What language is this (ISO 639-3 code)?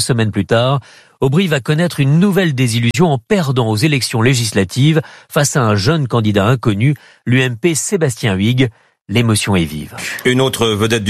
fra